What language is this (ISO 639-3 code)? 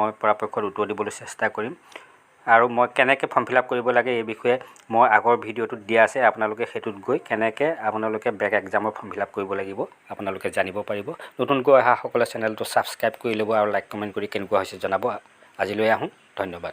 asm